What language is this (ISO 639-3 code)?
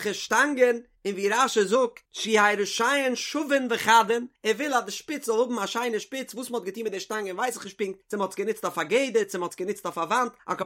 yid